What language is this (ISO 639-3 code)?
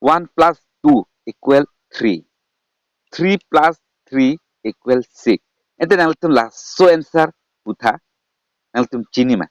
mjw